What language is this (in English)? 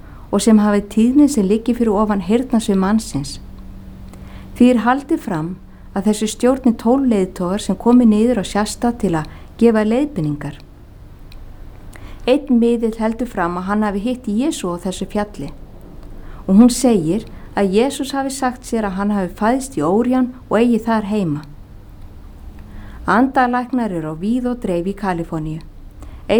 Icelandic